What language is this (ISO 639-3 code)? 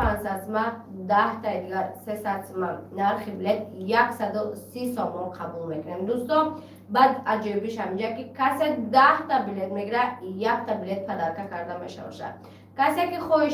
tgk